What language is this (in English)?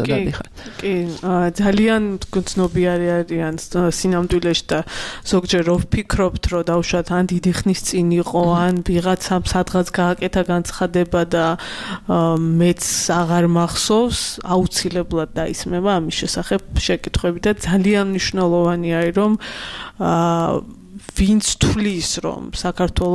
Georgian